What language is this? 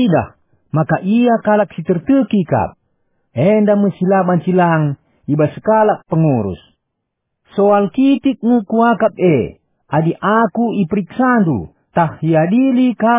Batak Karo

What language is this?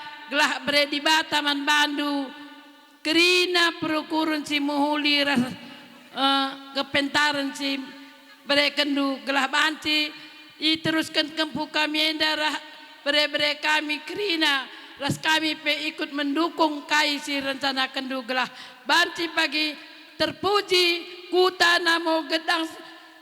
Batak Karo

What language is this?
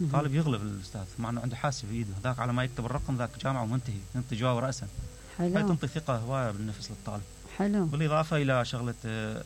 Mesopotamian Arabic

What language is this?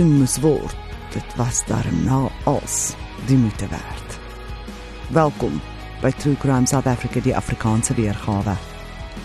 Afrikaans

